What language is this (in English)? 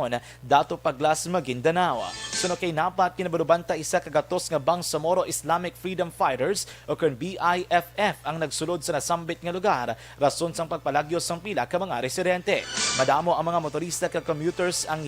Hiligaynon